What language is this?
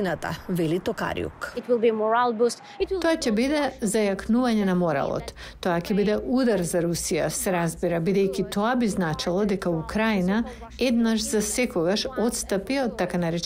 Macedonian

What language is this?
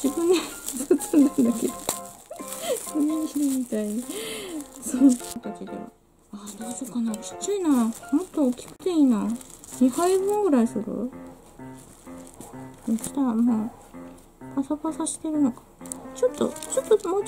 Japanese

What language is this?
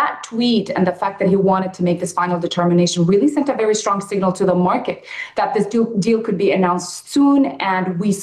English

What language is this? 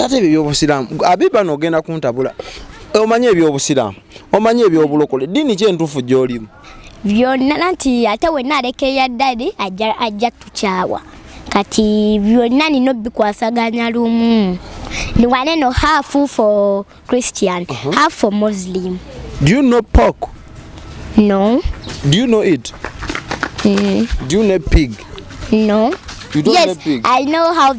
Ganda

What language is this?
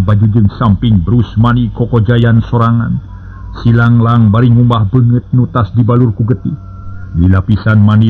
Sundanese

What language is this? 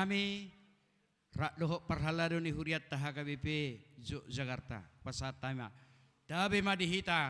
Batak Toba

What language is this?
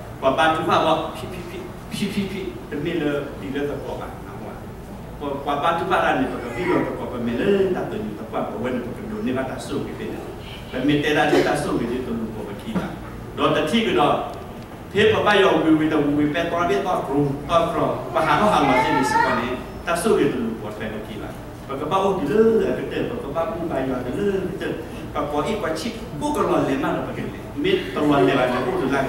S'gaw Karen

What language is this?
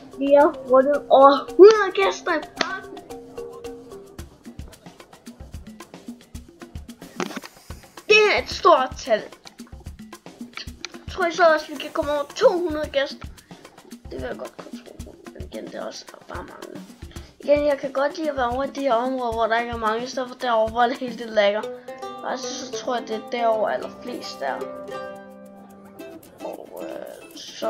Danish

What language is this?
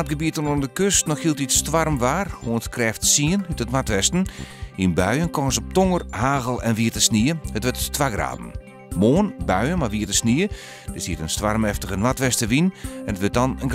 Western Frisian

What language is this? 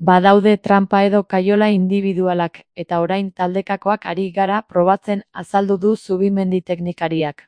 Basque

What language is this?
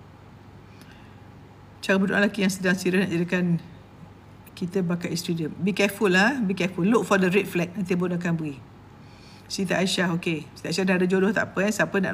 Malay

